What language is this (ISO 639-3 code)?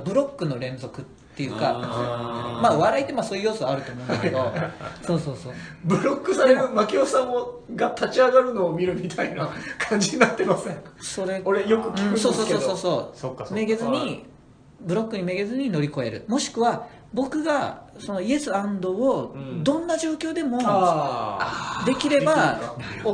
jpn